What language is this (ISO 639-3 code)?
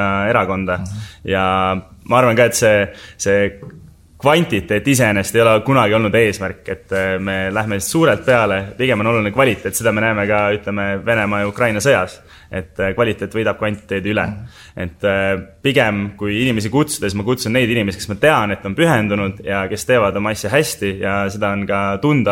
est